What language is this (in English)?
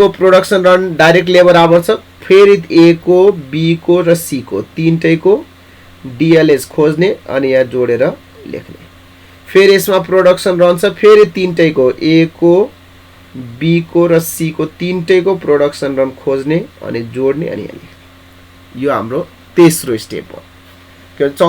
Nepali